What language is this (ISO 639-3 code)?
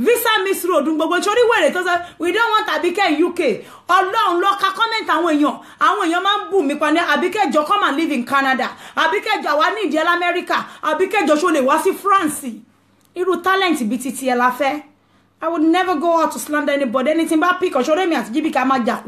yor